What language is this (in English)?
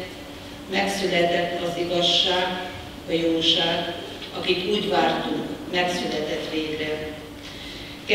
Hungarian